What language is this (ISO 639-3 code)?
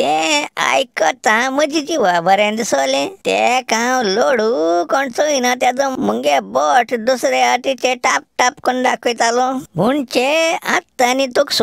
kok